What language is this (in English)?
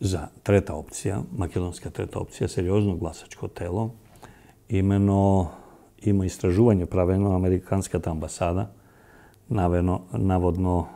Macedonian